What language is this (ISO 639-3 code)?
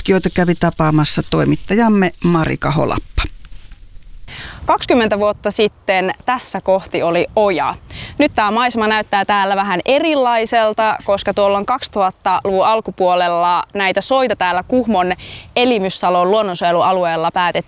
fin